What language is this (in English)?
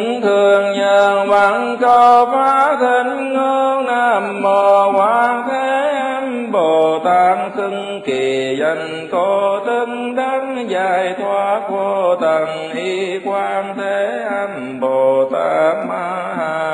Vietnamese